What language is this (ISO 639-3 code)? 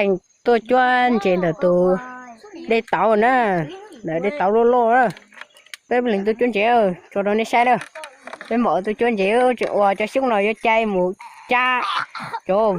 hmn